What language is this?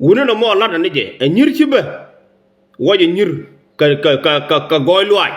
Nuer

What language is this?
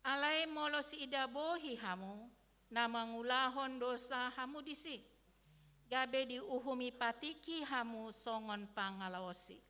Batak Toba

